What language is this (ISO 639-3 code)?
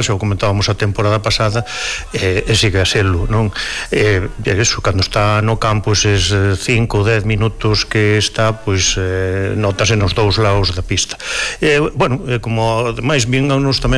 glg